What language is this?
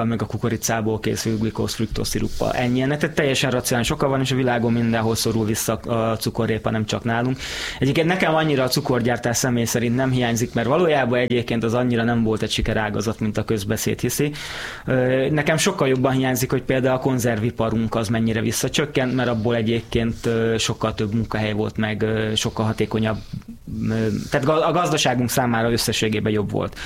Hungarian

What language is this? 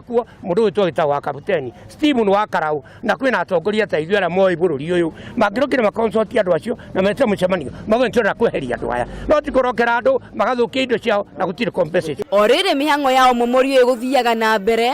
Kikuyu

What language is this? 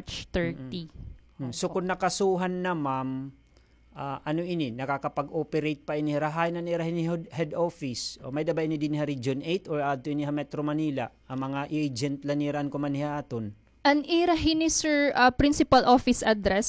Waray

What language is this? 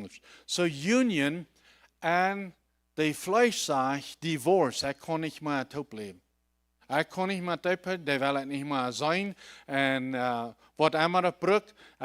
Plautdietsch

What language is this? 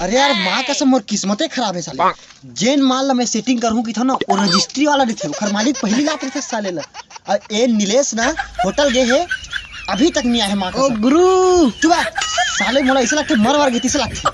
Chhattisgarhi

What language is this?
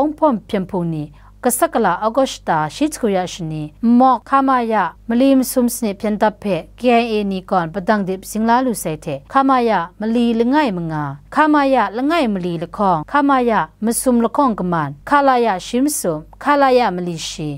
Kachin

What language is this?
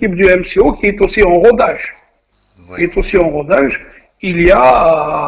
Kabyle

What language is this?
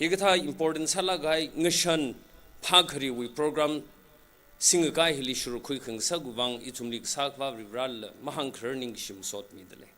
Tangkhul Naga (India)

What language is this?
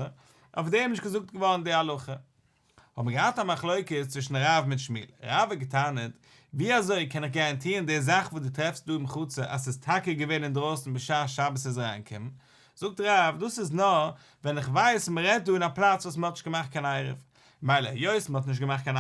Yiddish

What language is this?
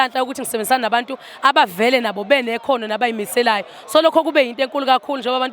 Zulu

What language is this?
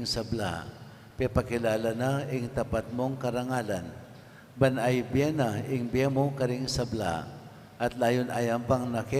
Pampanga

